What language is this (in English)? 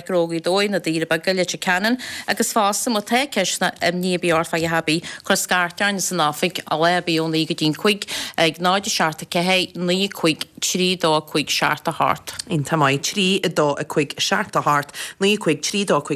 Irish